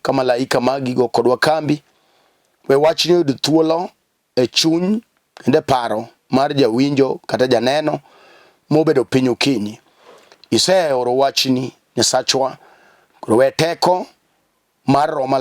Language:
Luo (Kenya and Tanzania)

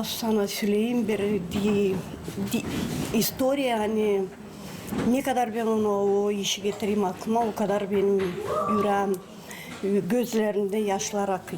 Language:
Gagauz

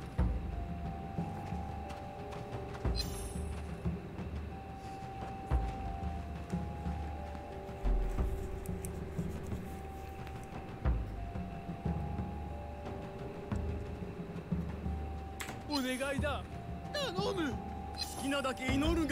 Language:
Japanese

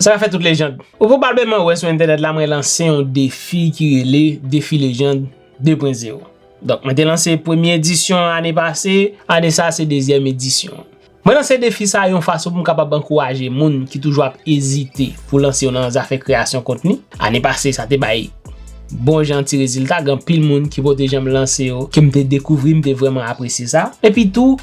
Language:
Haitian Creole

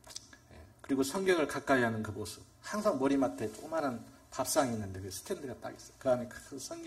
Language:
Korean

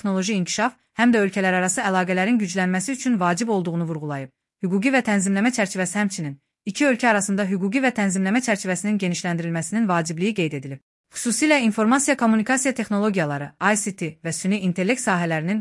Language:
Azerbaijani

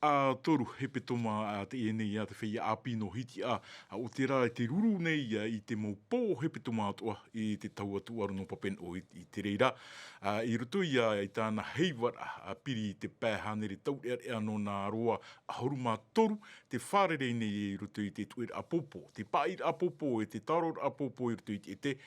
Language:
Tahitian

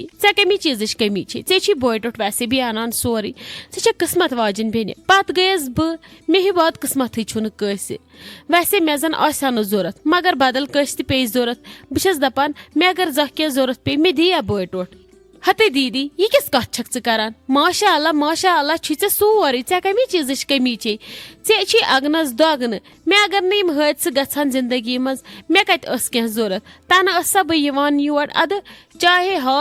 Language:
Kashmiri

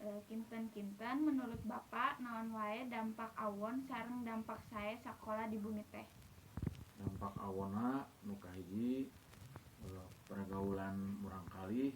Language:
Sundanese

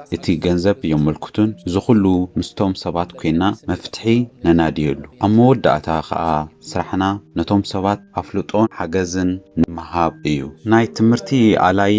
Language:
Tigrinya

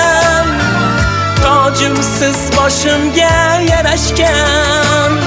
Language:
Kara-Kalpak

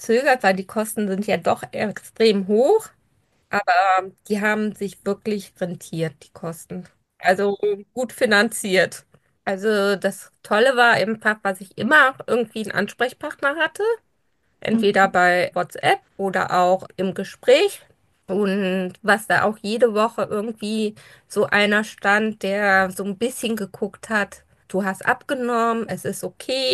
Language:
German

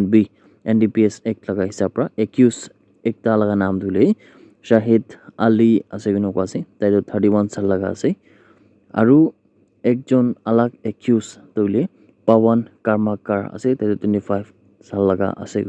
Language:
Naga Pidgin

